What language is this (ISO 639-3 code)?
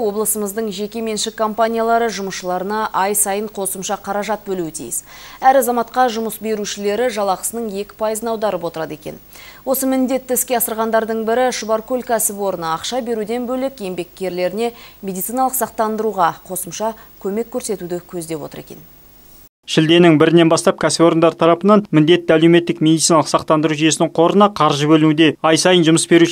kaz